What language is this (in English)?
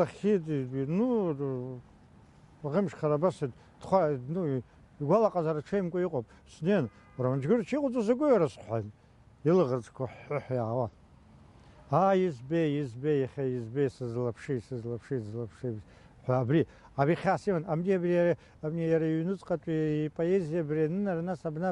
Abkhazian